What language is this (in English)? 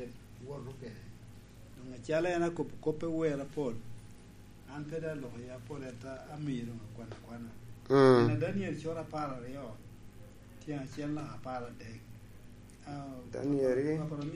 Lango (Uganda)